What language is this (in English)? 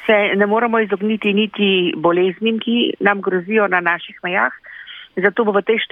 Slovenian